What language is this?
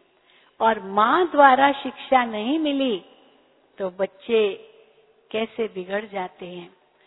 Hindi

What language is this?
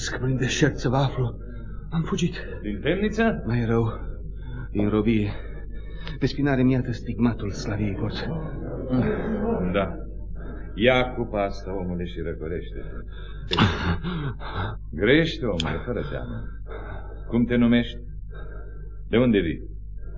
Romanian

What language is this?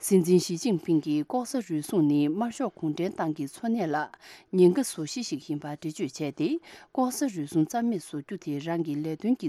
Tibetan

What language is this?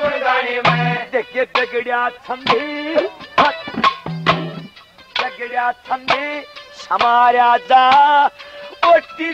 Haryanvi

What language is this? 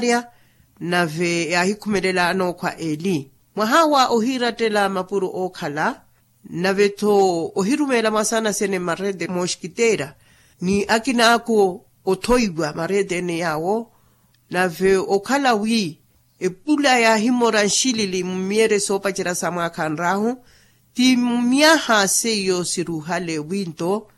Makhuwa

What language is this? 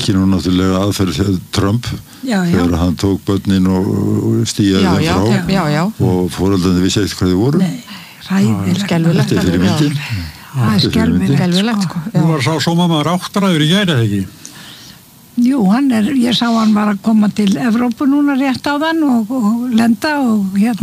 Icelandic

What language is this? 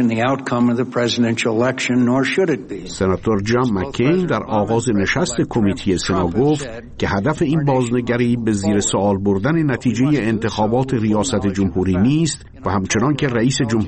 Persian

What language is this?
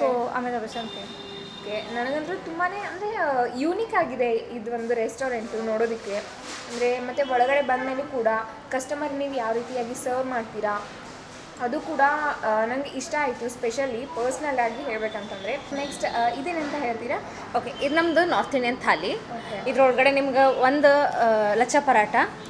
Kannada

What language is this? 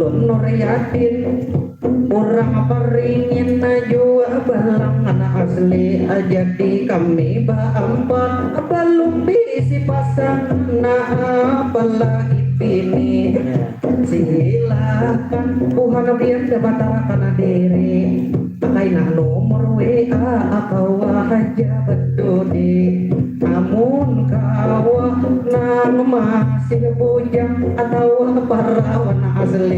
Banjar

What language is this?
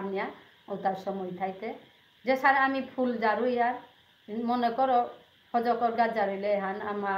Bishnupriya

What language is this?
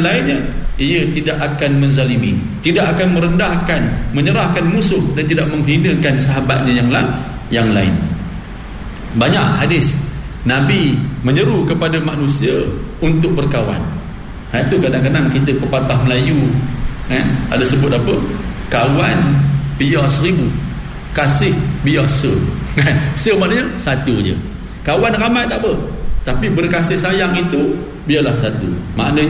Malay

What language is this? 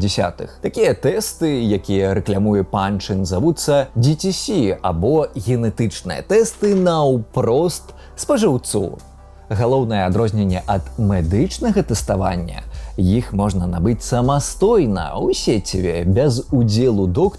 Belarusian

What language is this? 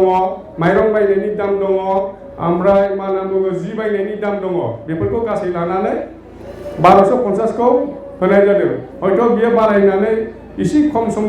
Bodo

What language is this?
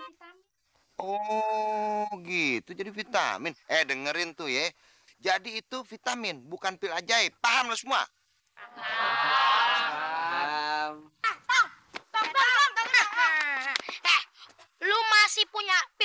Betawi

